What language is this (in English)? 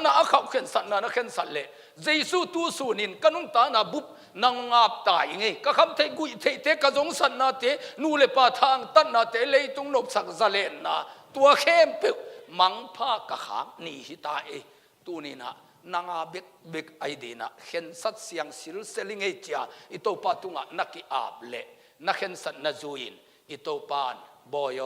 Tedim Chin